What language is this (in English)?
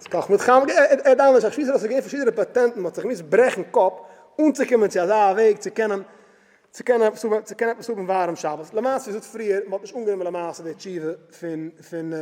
Yiddish